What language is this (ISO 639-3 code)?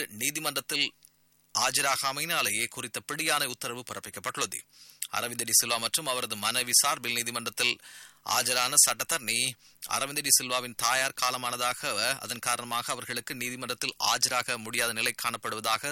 tam